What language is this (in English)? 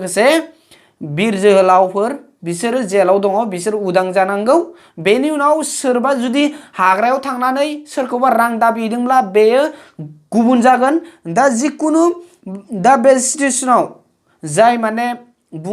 Bodo